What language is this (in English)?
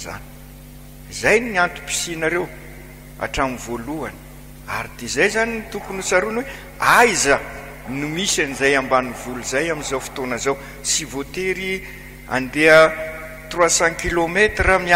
Malagasy